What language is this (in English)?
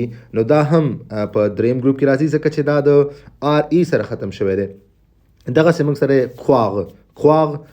Pashto